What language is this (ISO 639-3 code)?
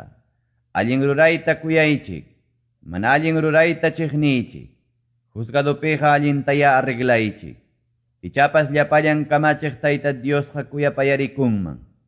que